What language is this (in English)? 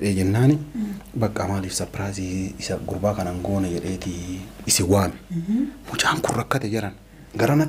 Oromo